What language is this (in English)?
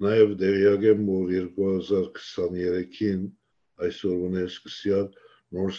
Western Armenian